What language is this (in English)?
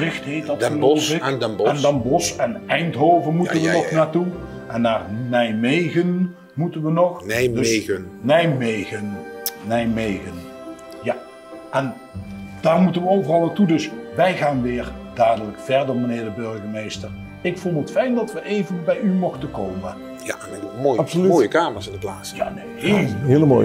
Dutch